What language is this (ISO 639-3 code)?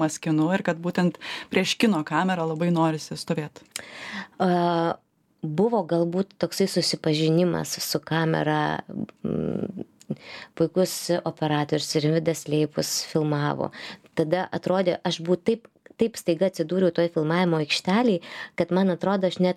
lit